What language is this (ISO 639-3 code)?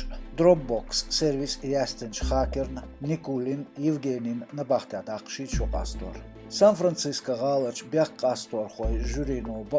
che